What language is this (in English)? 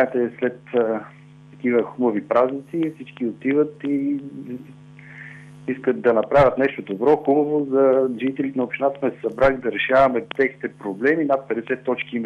Bulgarian